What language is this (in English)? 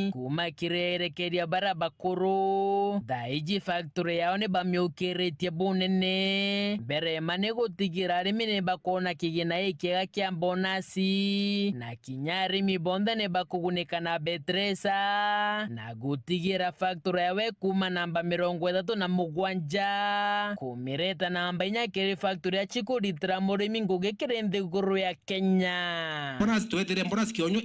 Meru